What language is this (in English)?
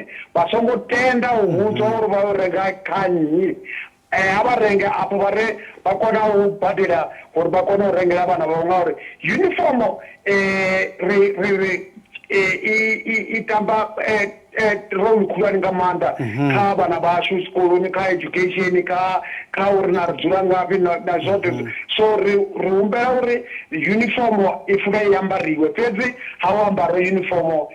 Venda